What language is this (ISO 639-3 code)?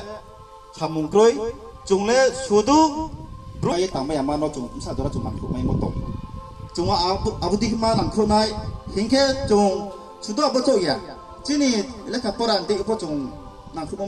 ria